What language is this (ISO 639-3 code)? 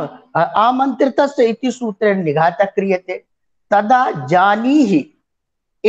san